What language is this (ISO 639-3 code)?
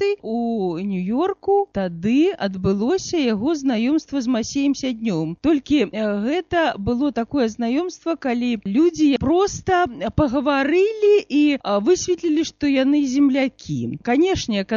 bel